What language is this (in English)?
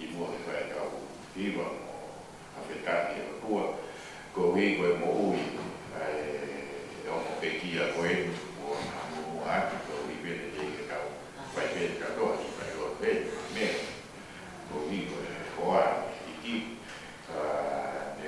Tongan